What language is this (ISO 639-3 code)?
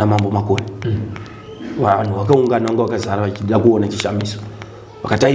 sna